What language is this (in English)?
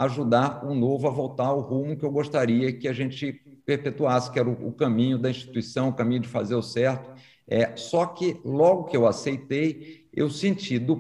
Portuguese